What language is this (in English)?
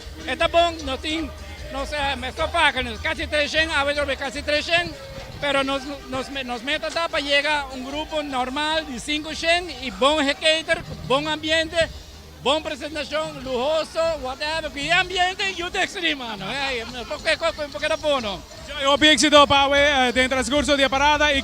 Papiamento